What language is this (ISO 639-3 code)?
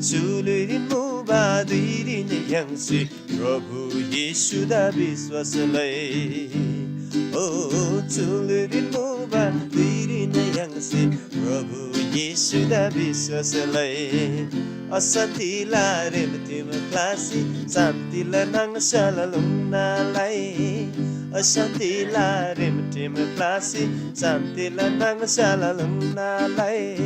taj